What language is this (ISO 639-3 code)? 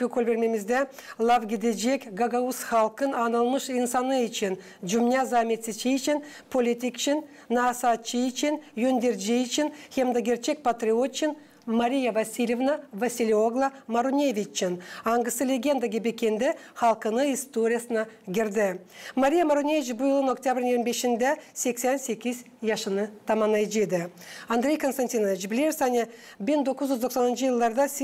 gag